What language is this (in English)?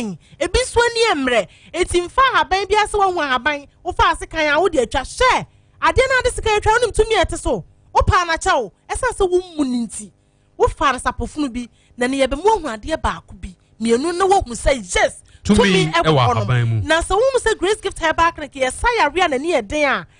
Akan